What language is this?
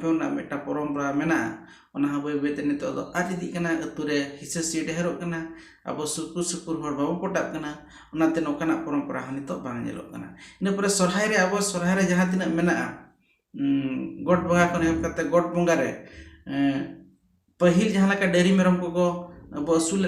Santali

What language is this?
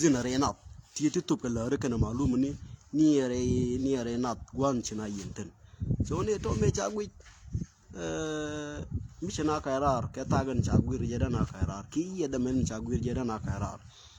Nuer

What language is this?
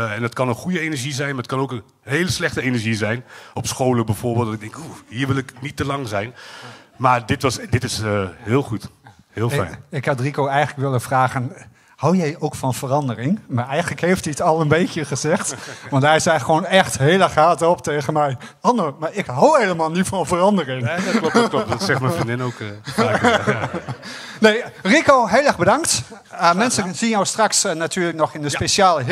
Dutch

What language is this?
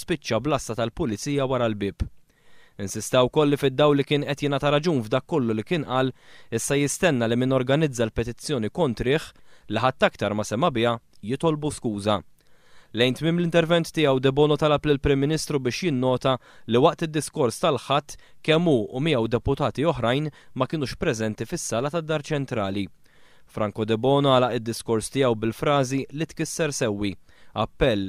Maltese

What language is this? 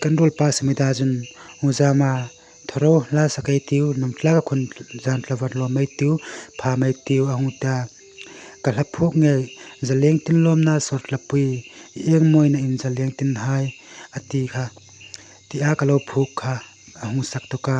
Hmar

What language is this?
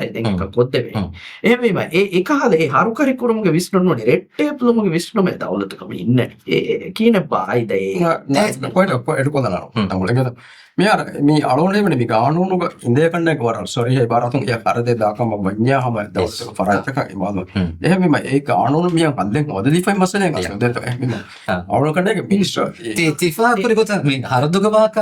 Divehi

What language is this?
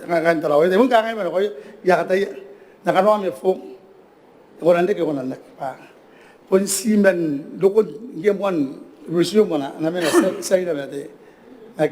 Gilbertese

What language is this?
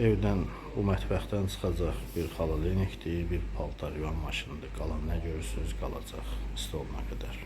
Azerbaijani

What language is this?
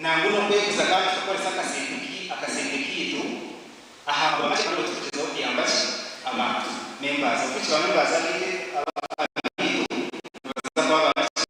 Nyankole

